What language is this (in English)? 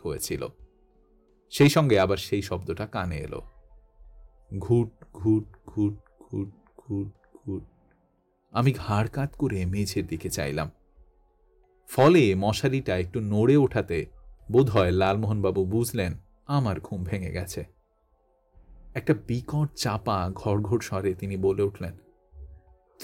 Bangla